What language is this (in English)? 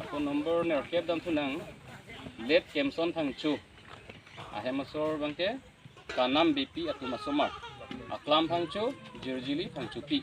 Karbi